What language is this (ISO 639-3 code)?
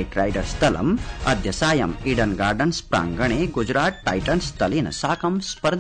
san